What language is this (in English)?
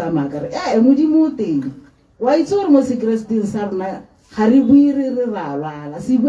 Tswana